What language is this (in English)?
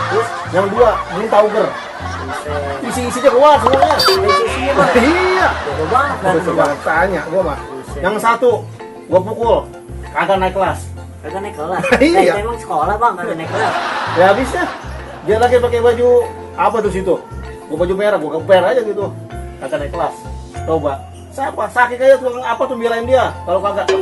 Betawi